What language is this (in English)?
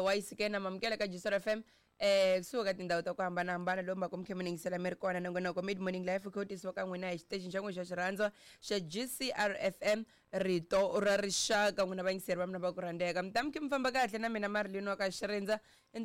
Tsonga